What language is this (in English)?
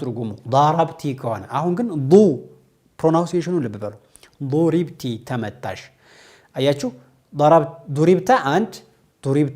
Amharic